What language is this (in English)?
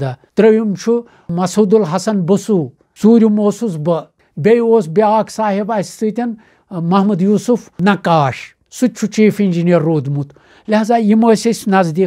Kashmiri